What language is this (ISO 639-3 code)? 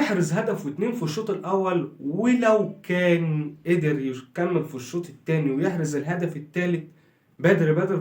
arz